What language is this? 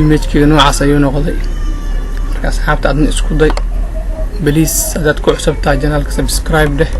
Somali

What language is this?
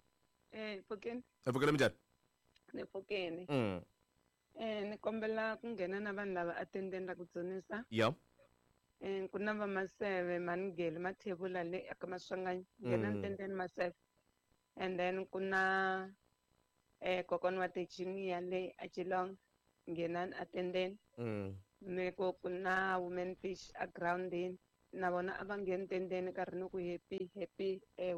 Tsonga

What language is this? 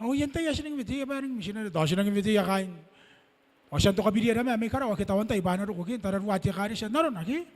Gilbertese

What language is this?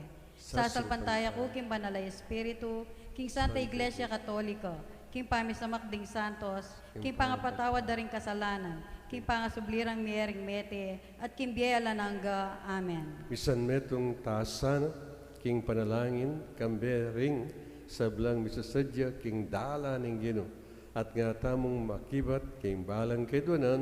Pampanga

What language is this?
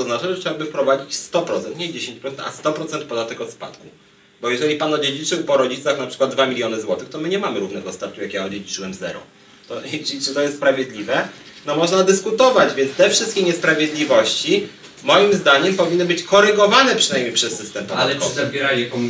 Polish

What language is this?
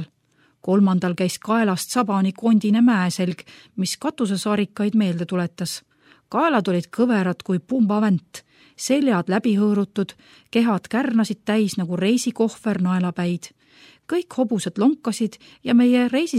Estonian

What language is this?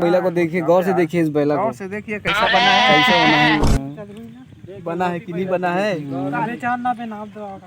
Chhattisgarhi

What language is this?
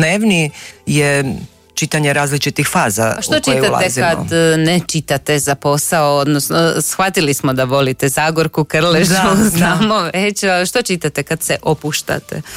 Croatian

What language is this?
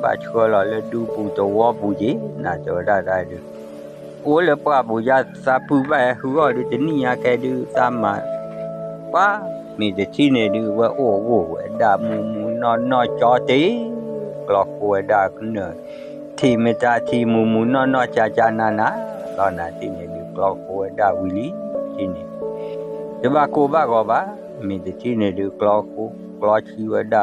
S'gaw Karen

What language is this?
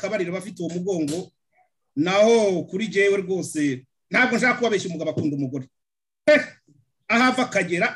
Kinyarwanda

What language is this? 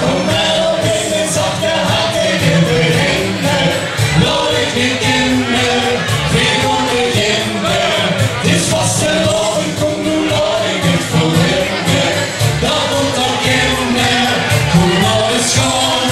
Limburgish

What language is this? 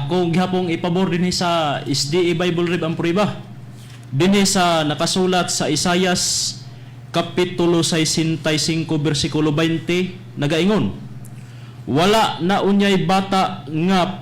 Cebuano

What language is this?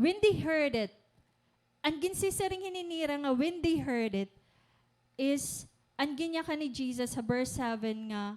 Waray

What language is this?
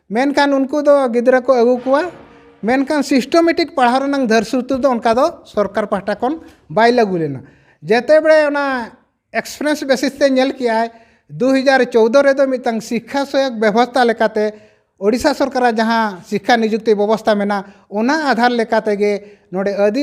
Santali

